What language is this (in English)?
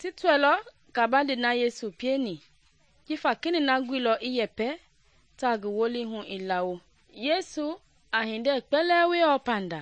Mende